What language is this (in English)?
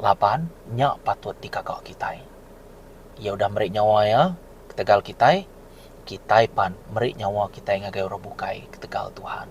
Iban